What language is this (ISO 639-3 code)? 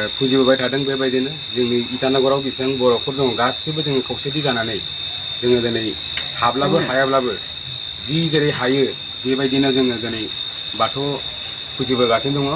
brx